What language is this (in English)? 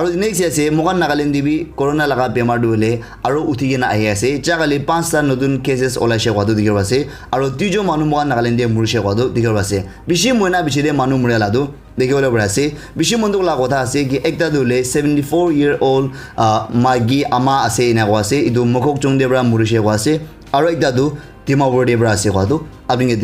Naga Pidgin